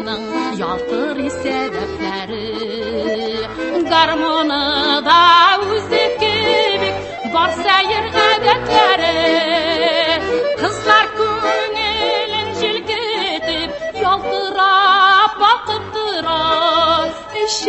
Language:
Tatar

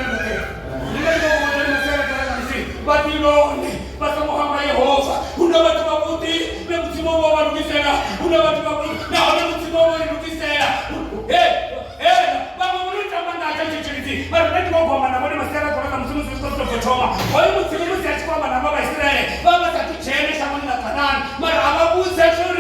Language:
Venda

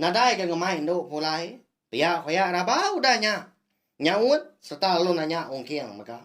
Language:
Iban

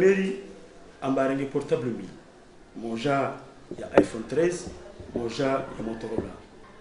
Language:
Ngazidja Comorian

